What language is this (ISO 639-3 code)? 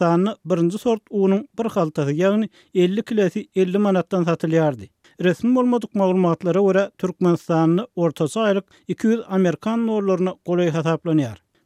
tuk